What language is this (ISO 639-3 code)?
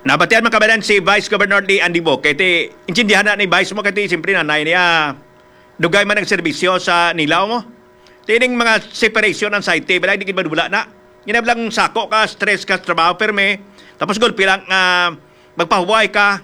hil